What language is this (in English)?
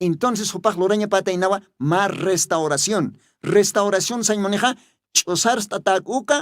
Aymara